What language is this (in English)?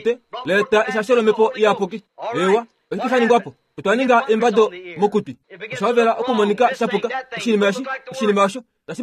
Kuanyama